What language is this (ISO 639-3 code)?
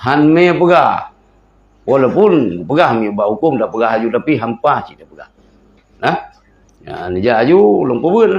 ace